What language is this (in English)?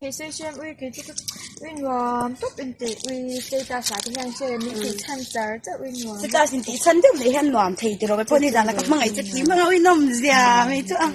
Mizo